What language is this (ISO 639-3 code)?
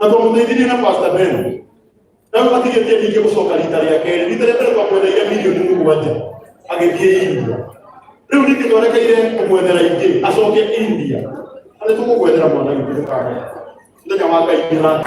kik